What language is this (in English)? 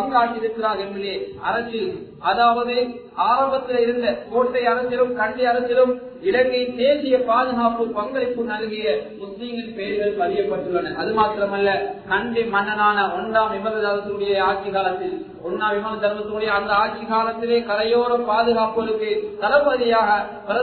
Tamil